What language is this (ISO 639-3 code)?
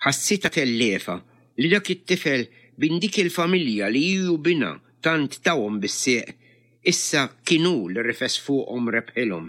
mlt